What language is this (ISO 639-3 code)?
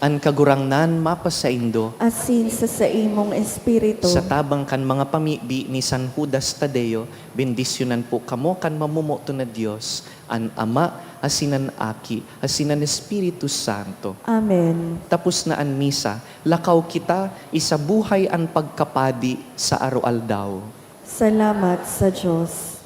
bik